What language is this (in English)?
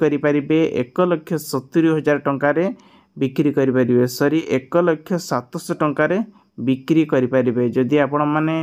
Odia